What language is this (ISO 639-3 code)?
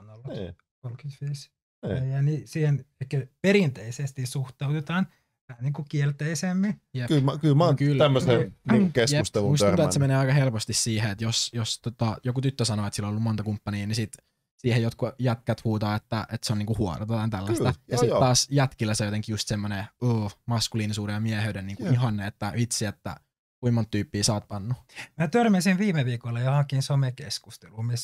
fin